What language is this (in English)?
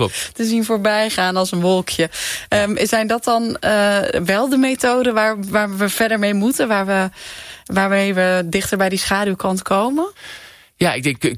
Dutch